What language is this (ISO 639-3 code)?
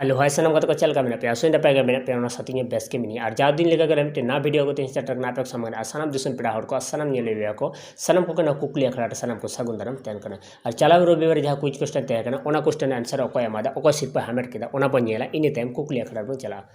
sat